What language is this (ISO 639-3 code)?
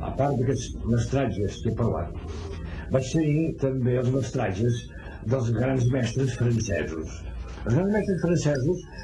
cat